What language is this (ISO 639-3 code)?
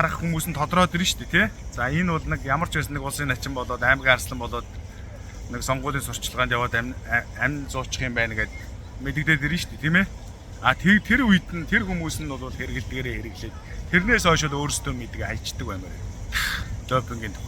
mon